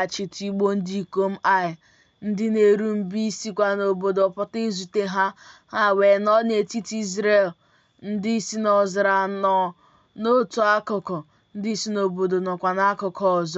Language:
Igbo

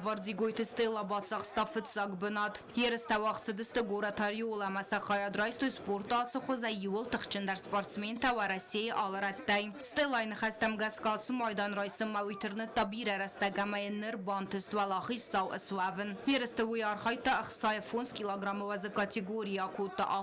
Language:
Ossetic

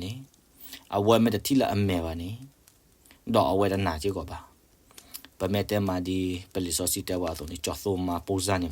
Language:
S'gaw Karen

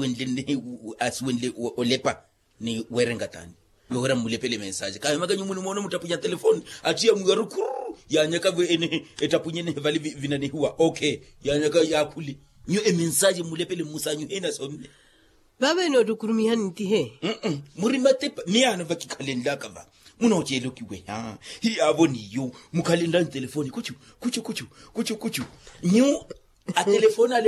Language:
Makhuwa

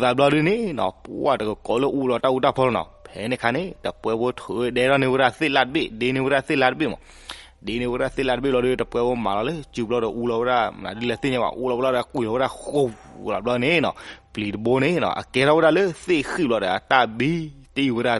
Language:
S'gaw Karen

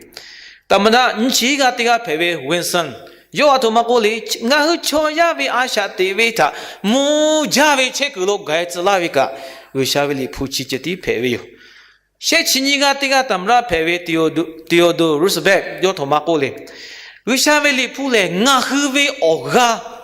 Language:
Lahu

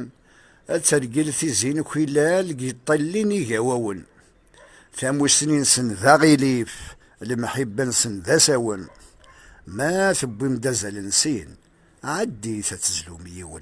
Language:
Kabyle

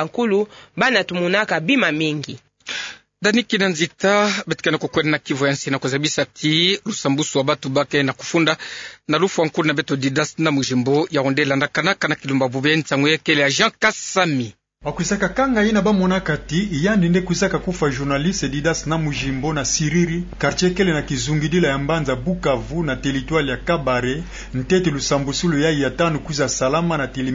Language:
Kituba (Democratic Republic of Congo)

